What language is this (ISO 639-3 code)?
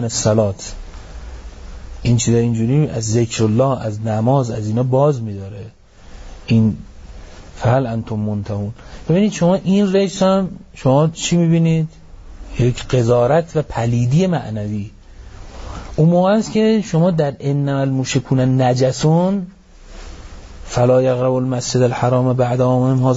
fas